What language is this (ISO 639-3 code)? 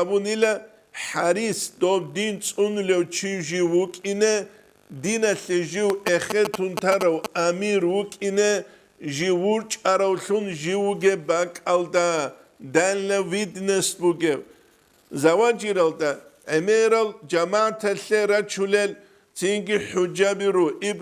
ava